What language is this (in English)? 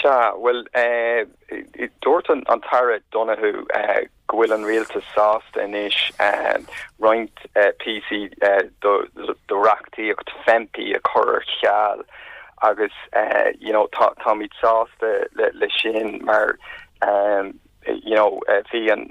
Irish